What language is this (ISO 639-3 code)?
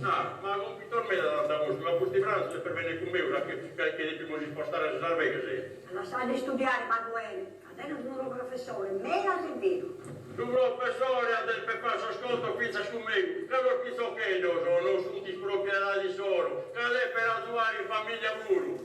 srd